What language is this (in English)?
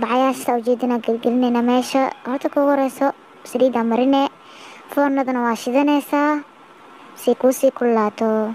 Somali